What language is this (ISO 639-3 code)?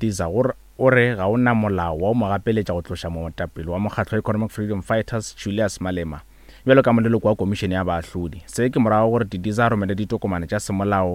nso